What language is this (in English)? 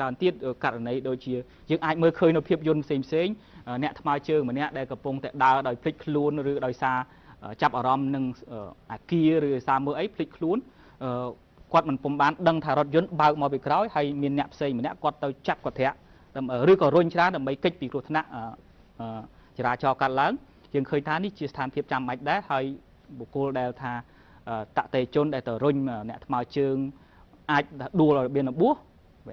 Khmer